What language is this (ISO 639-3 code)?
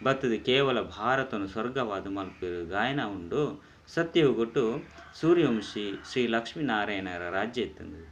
tcy